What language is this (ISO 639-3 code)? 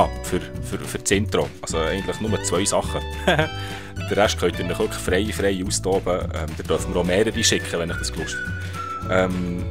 gsw